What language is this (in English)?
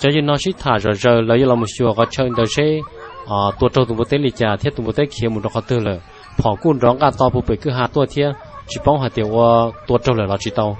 Hmong